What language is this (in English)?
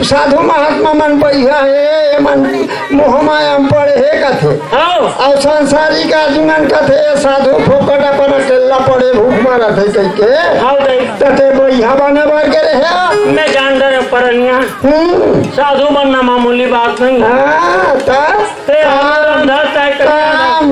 Chhattisgarhi